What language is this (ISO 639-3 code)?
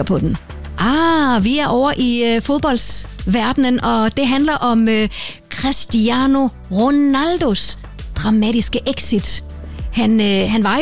dan